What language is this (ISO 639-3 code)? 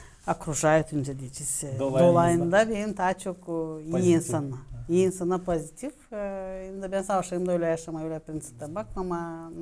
gag